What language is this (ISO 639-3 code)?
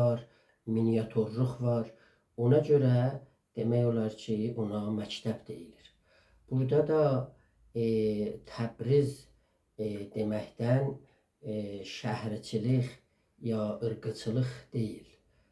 azb